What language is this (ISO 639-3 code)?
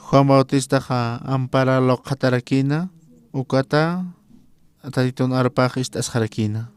aym